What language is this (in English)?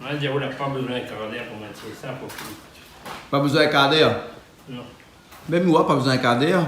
Réunion Creole French